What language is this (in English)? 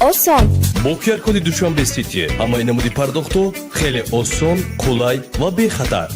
Tajik